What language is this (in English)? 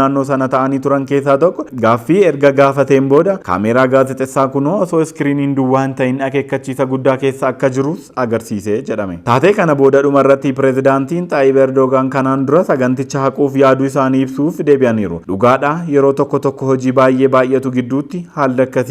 Oromo